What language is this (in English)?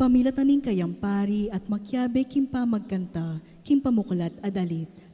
Pampanga